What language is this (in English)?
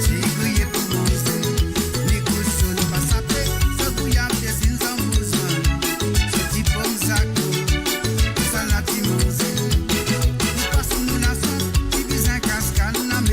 Morisyen